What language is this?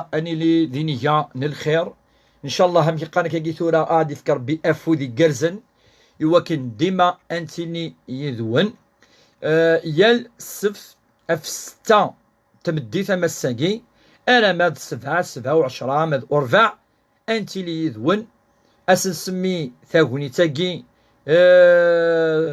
Kabyle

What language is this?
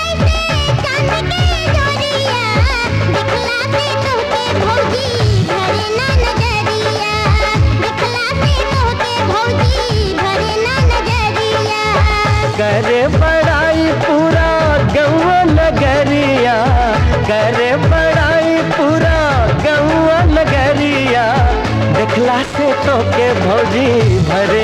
Bhojpuri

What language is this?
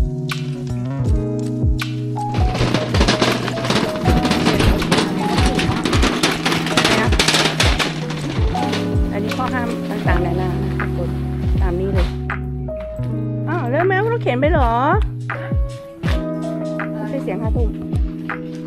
Thai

